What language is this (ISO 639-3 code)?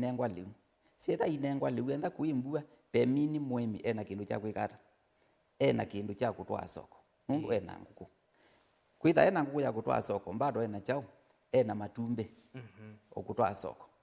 kam